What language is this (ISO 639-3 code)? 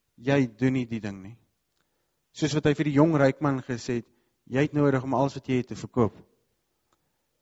afr